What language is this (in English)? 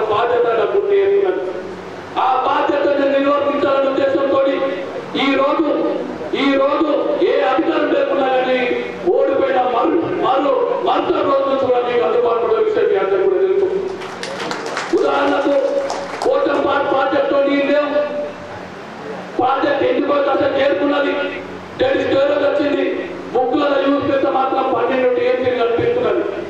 Telugu